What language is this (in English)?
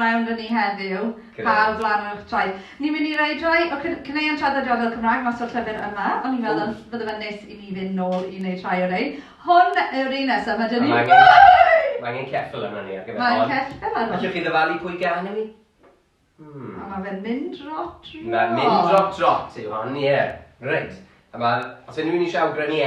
Welsh